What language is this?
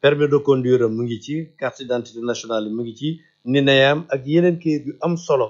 Wolof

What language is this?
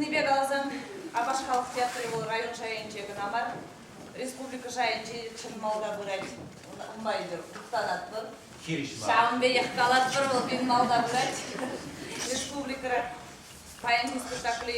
Chuvash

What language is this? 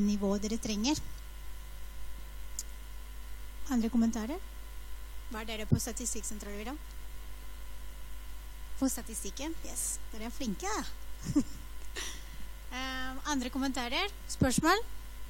Norwegian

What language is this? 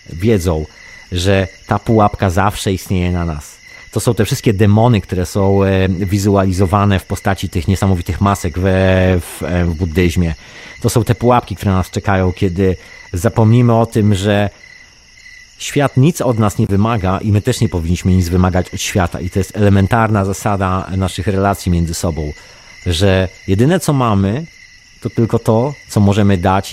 Polish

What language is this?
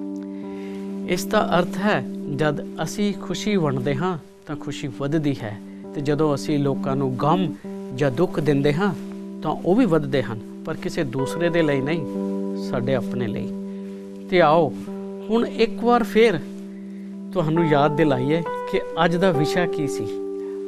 Punjabi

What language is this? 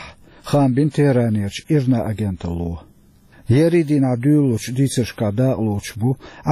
Chechen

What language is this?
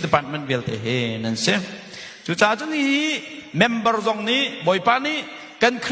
Hakha Chin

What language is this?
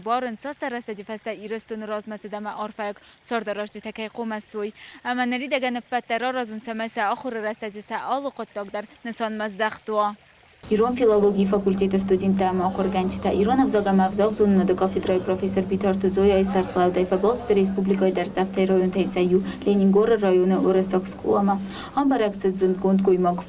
Ossetic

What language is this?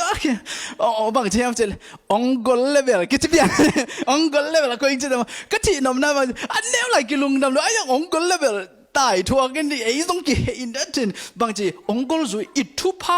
Tedim Chin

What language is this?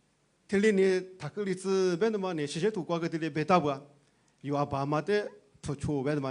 Lisu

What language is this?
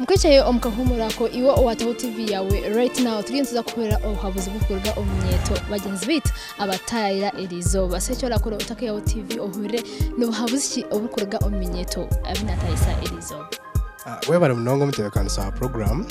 Nyankole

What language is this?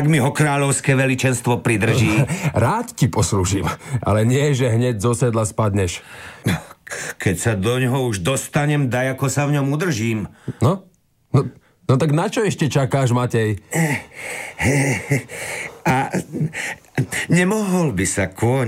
Slovak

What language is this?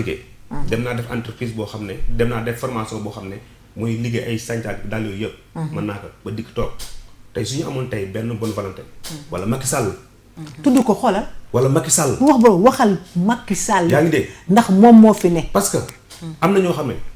Wolof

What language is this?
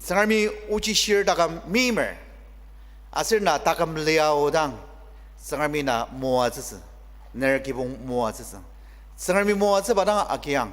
Ao Naga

